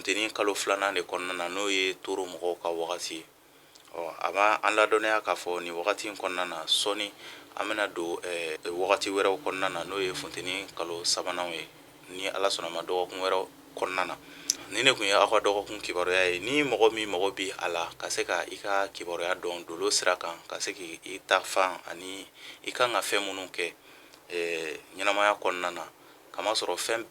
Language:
Bambara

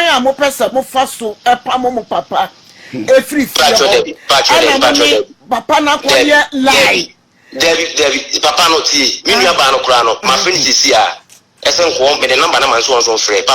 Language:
Akan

